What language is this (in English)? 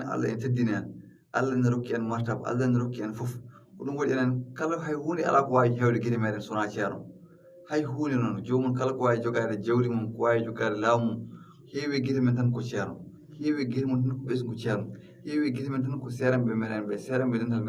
Fula